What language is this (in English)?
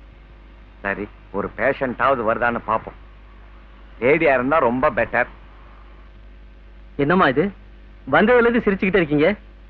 Tamil